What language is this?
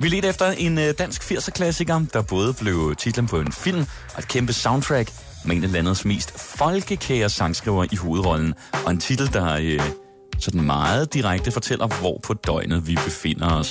Danish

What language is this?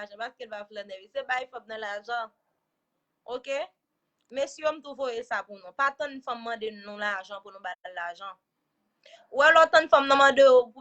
Haitian Creole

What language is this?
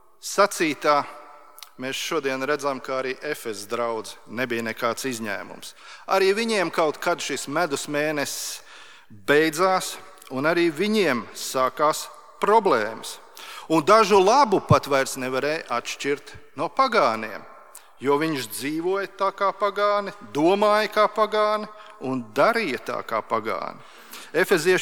Latvian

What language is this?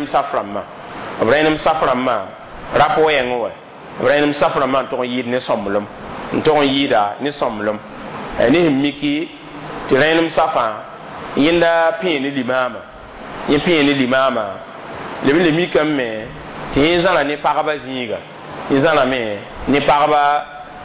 Mossi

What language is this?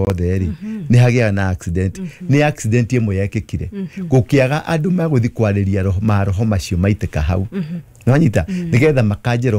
Kikuyu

